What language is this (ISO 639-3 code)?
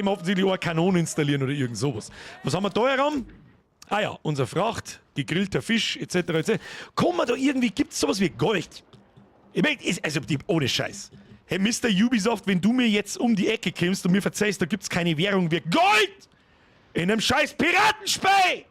bar